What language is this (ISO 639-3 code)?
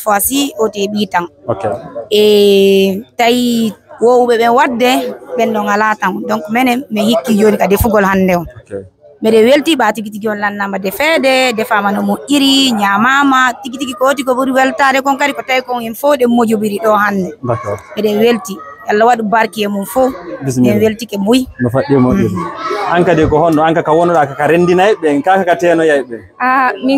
ful